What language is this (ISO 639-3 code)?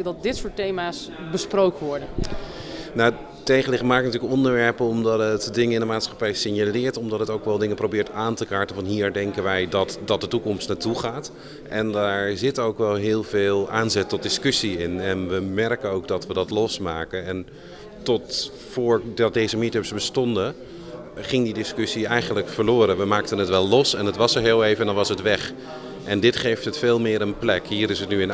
nld